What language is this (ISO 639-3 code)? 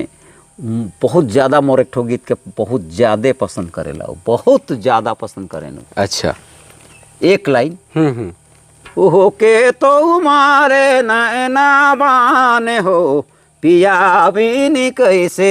sck